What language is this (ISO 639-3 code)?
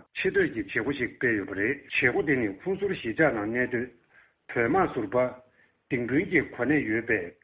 bod